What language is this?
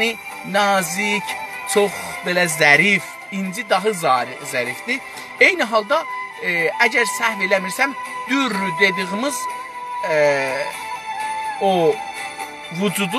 South Azerbaijani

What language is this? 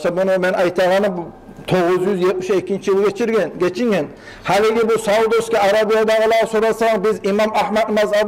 Kumyk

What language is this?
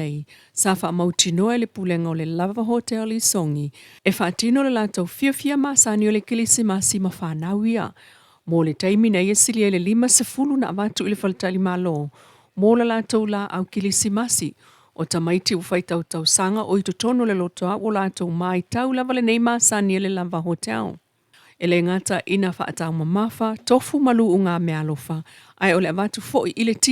Samoan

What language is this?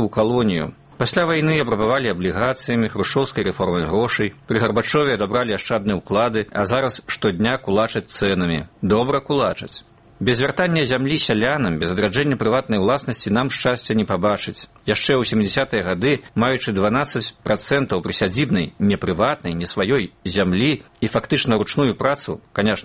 Belarusian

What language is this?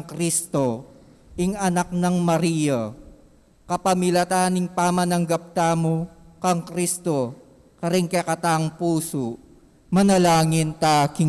Pampanga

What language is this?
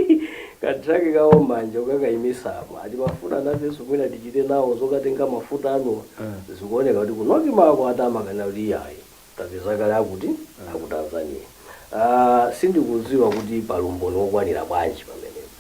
Nyanja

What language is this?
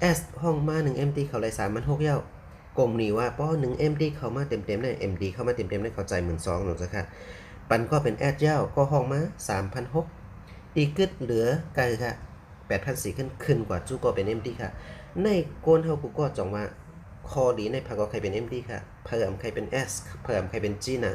Shan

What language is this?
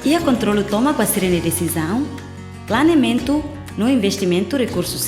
Tetum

